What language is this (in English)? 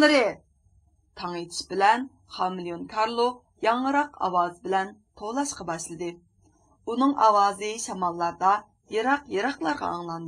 Uyghur